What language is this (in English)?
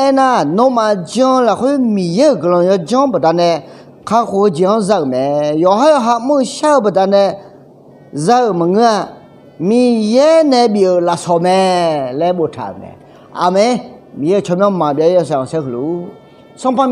Akha